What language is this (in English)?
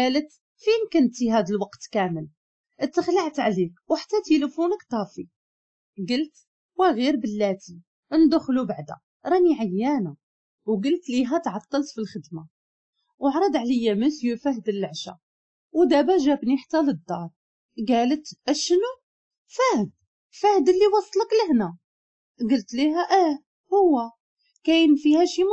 Moroccan Arabic